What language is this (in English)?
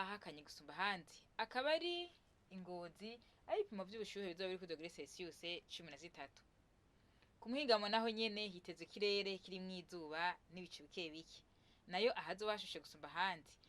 Rundi